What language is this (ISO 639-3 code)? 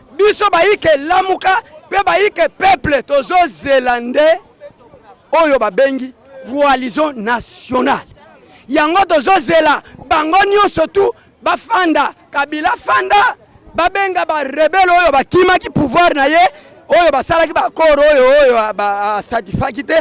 lin